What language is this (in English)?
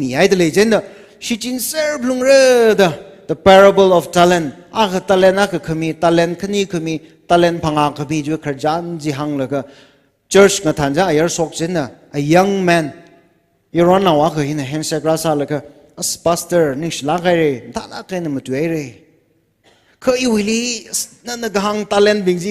Tangkhul Naga (India)